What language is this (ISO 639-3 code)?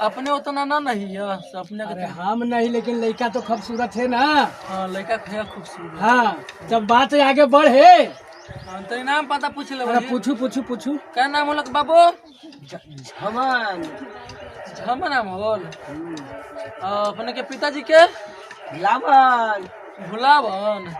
mag